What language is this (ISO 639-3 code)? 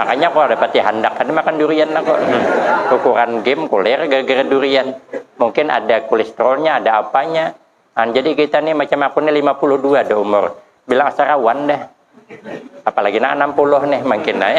bjn